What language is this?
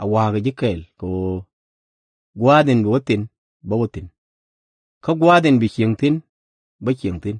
Nuer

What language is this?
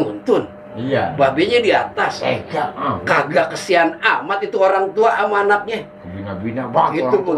Betawi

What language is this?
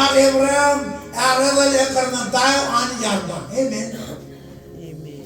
Marshallese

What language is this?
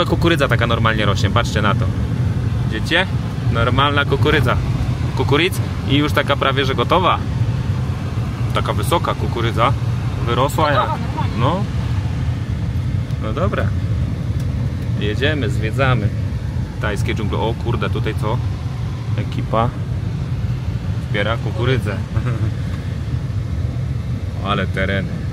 Polish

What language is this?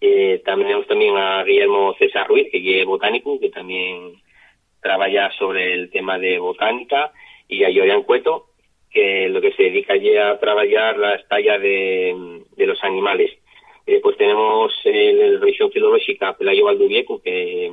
Asturian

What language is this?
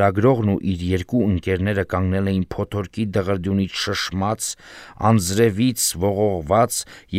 Armenian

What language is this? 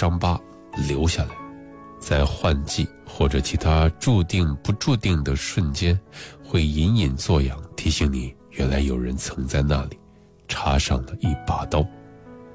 Chinese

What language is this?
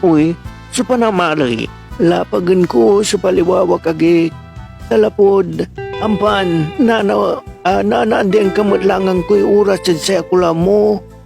Pangasinan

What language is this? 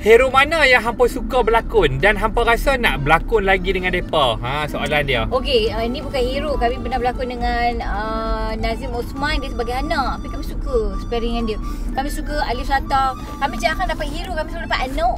Malay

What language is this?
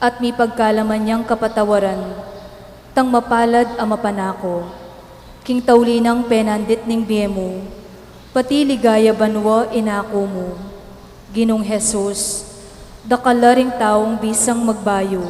Pampanga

